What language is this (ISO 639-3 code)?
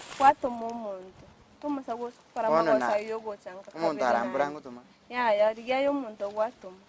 guz